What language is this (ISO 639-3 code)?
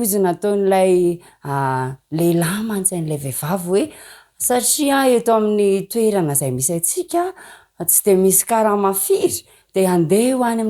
mlg